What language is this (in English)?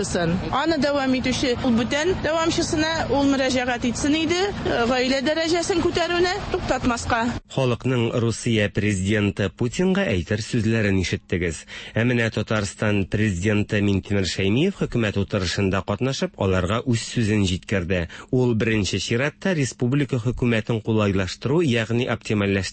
Tatar